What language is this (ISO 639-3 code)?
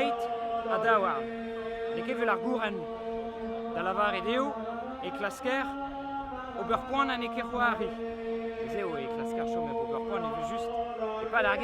bre